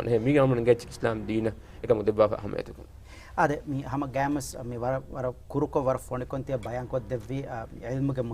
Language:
Divehi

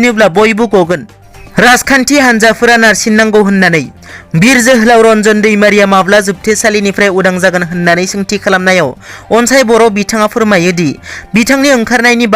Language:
Bodo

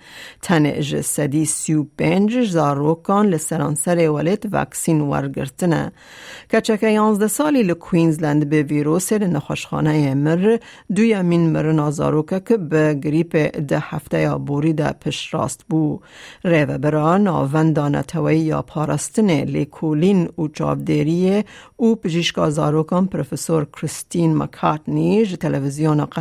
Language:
Kurdish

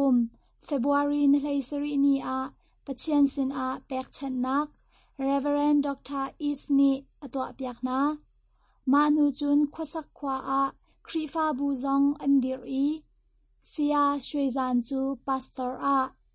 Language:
Hakha Chin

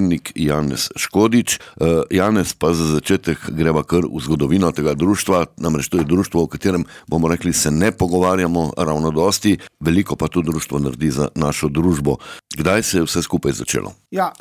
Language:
Slovenian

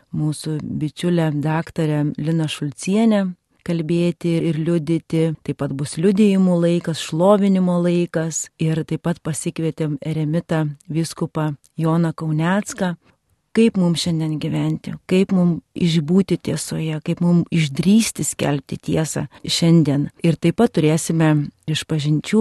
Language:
Lithuanian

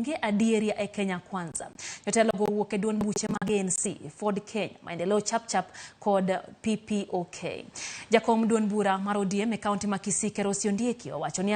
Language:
Luo (Kenya and Tanzania)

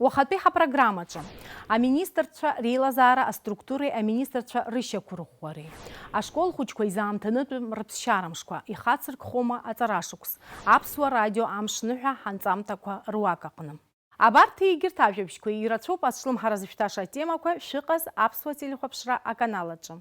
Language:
Abkhazian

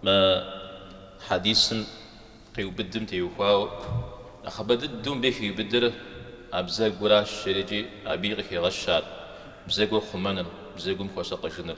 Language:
Kabardian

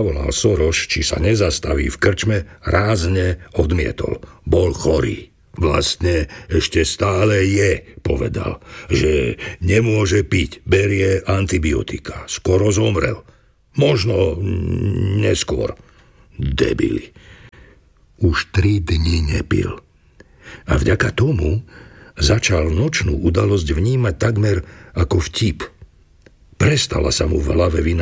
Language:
Slovak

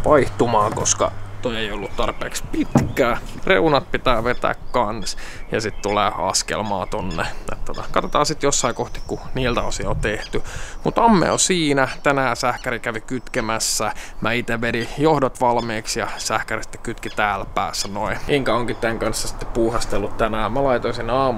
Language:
Finnish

